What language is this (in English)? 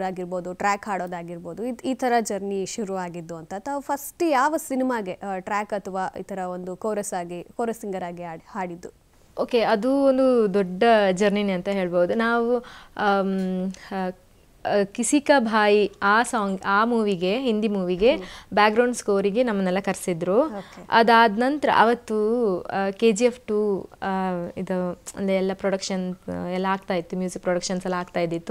Kannada